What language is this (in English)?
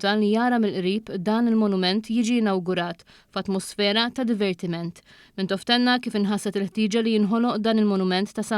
Maltese